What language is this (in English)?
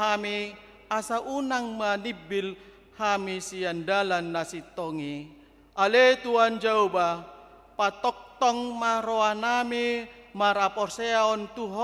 Batak Toba